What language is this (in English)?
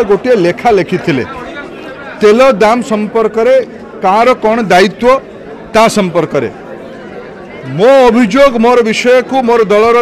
Odia